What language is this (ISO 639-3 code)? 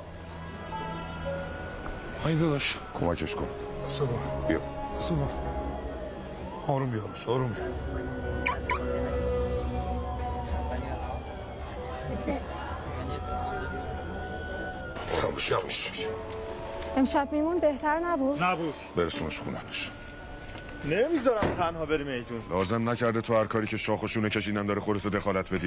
fas